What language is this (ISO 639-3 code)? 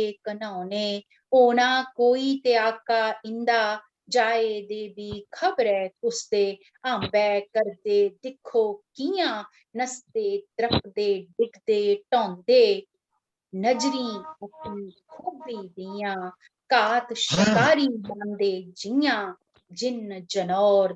doi